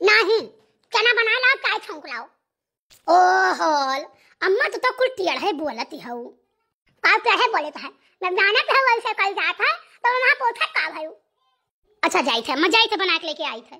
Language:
Awadhi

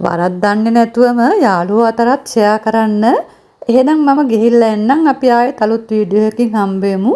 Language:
Sinhala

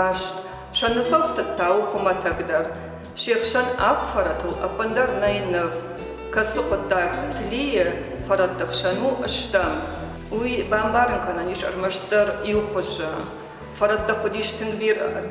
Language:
Ossetic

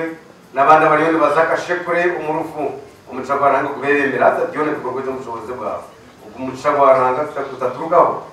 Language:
Nyankole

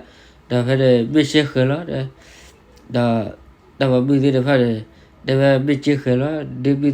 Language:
S'gaw Karen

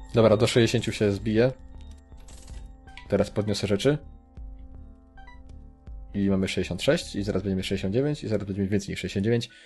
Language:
Polish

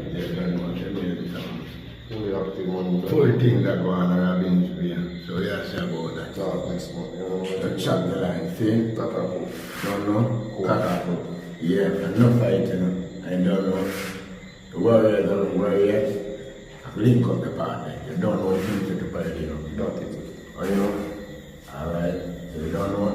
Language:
Jamaican Creole English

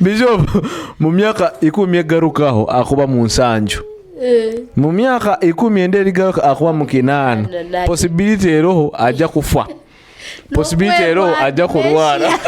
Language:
Nyoro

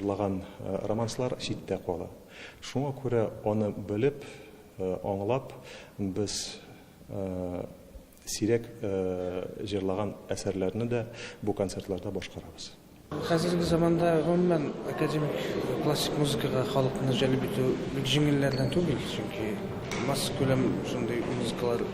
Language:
Tatar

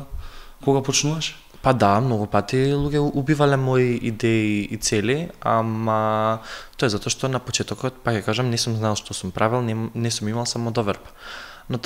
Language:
Macedonian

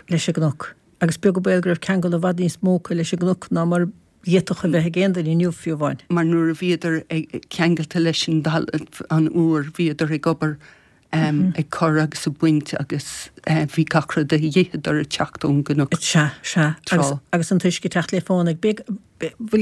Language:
Irish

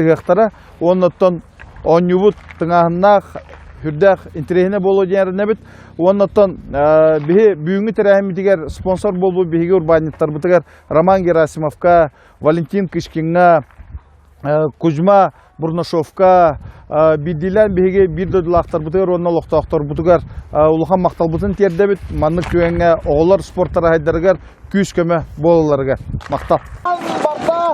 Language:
Yakut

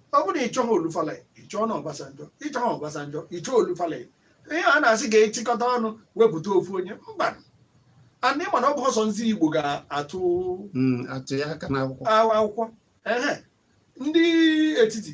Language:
Igbo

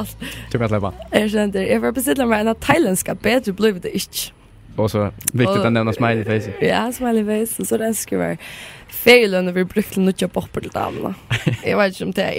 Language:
Faroese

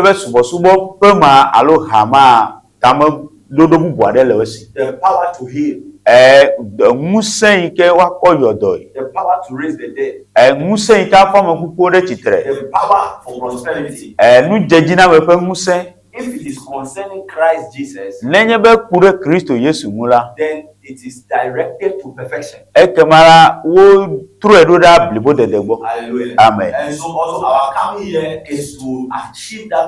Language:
Ewe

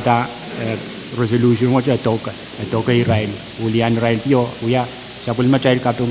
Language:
Pohnpeian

